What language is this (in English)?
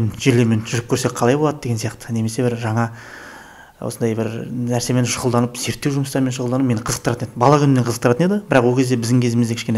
Kazakh